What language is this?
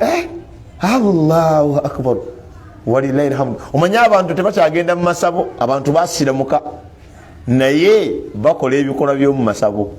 Ganda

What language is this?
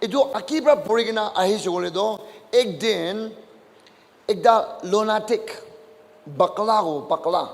Naga Pidgin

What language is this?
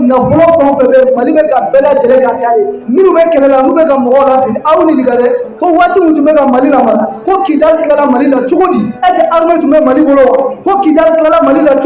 Bambara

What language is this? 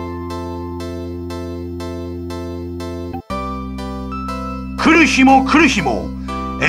Japanese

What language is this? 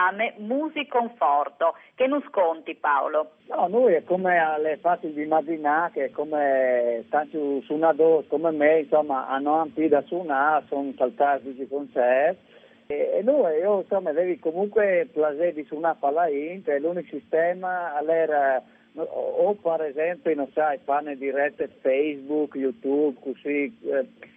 Friulian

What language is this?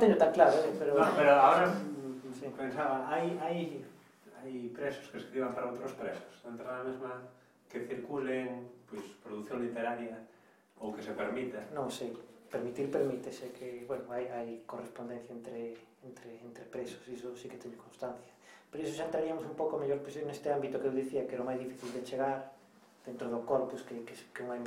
Galician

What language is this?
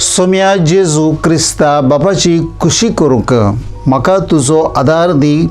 Konkani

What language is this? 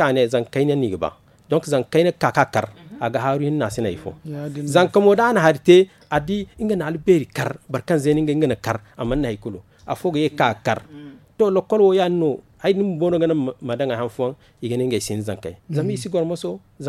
Zarma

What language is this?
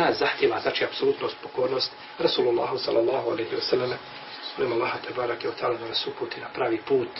Bosnian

